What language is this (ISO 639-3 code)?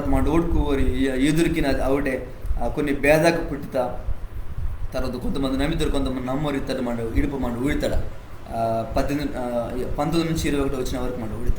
kff